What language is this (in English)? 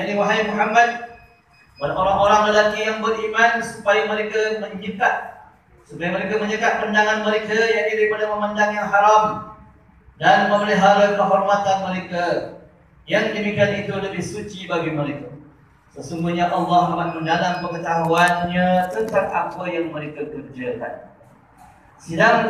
Malay